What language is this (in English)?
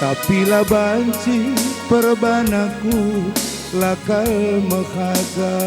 Batak Karo